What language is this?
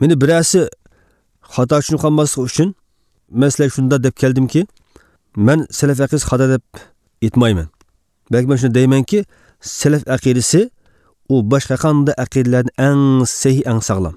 Uyghur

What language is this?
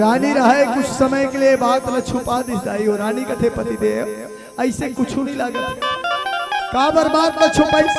Chhattisgarhi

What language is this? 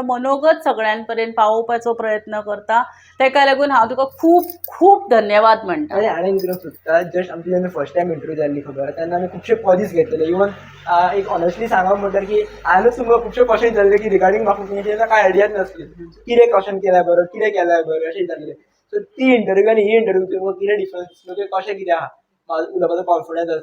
Konkani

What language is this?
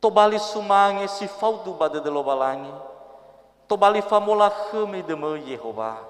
Nias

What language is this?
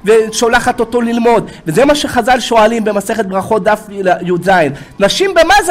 Hebrew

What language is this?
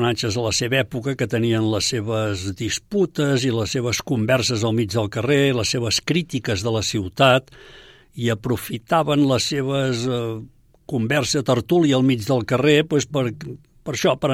Catalan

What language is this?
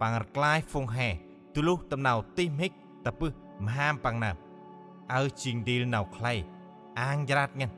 Central Mnong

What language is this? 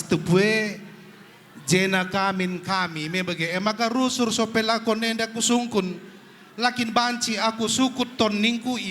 Batak Karo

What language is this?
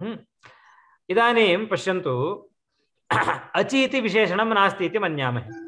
Sanskrit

